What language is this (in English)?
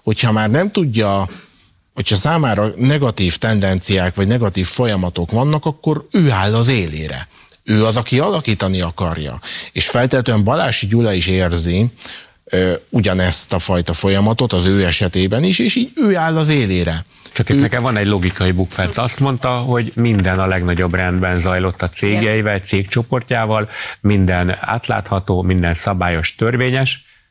Hungarian